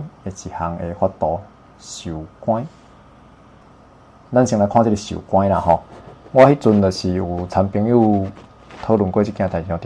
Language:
Min Nan Chinese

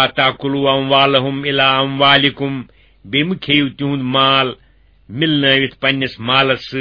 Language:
Kashmiri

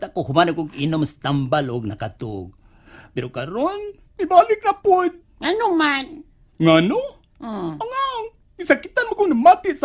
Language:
Cebuano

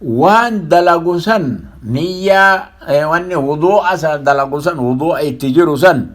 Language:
Oromo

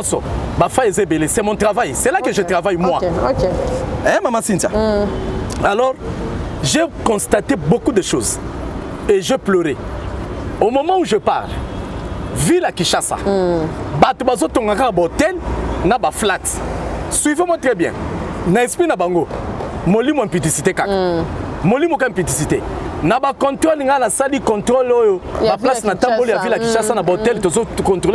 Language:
Lingala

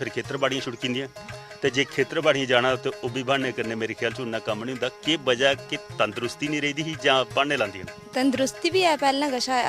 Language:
Dogri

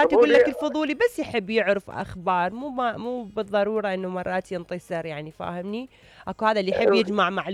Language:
Mesopotamian Arabic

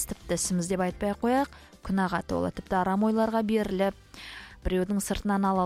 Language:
Kazakh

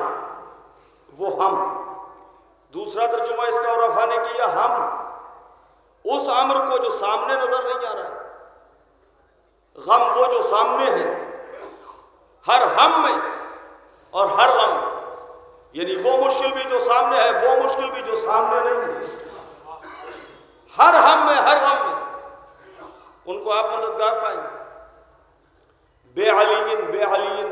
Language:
Urdu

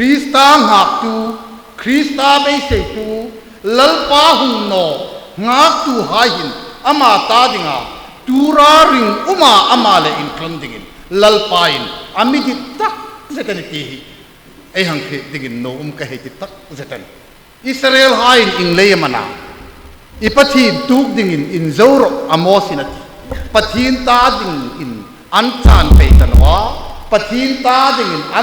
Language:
Hmar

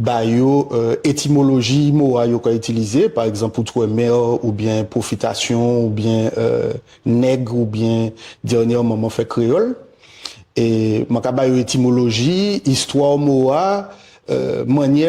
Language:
Guadeloupean Creole French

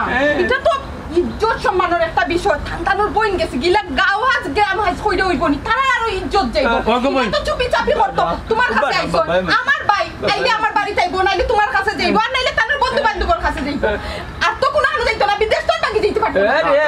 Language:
Sylheti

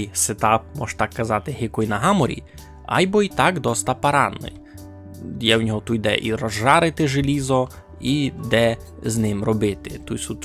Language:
Rusyn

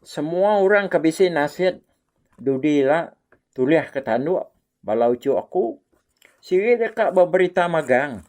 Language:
Iban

